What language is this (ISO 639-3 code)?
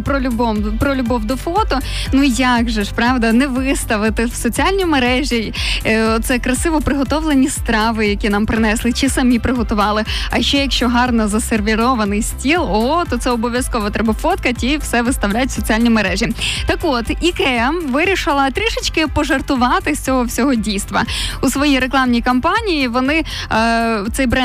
ukr